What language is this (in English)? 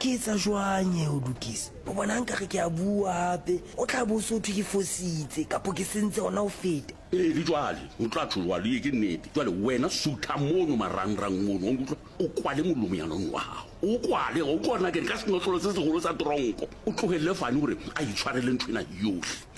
Southern Sotho